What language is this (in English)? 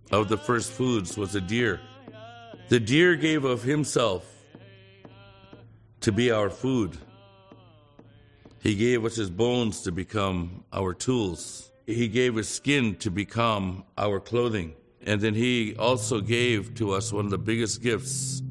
English